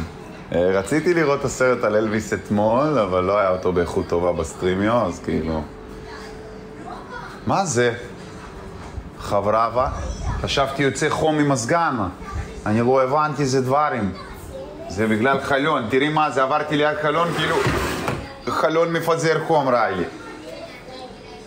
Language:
Hebrew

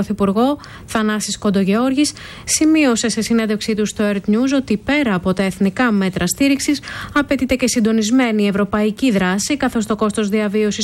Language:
Greek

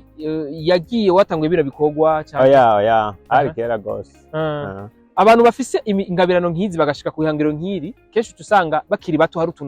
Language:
Rundi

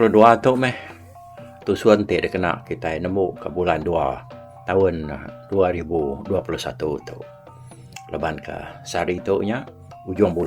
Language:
Iban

